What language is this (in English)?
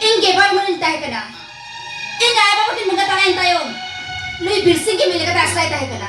Santali